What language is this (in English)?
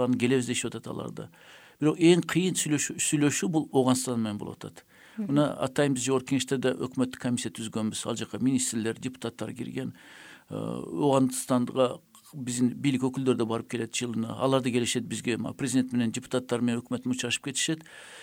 Kyrgyz